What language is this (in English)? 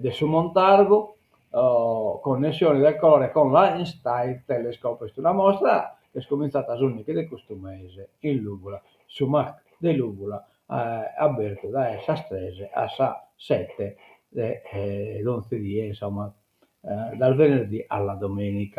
Sardinian